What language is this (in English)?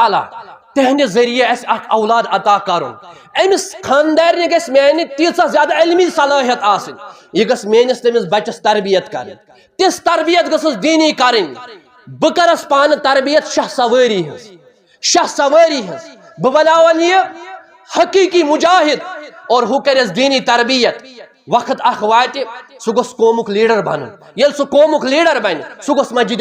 Kashmiri